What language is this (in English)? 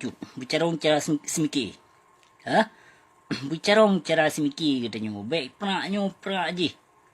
Achinese